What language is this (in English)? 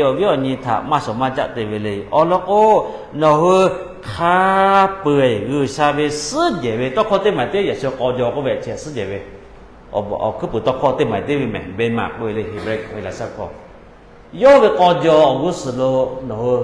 Lahu